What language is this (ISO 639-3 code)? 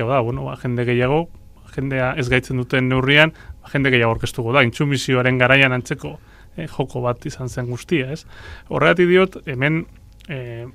eus